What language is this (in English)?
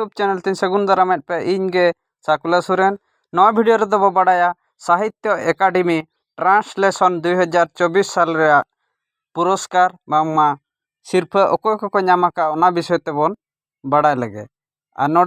Santali